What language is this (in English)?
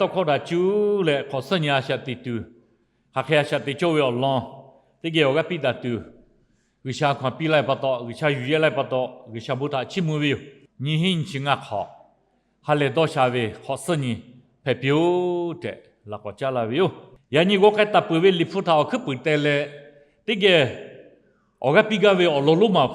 Lahu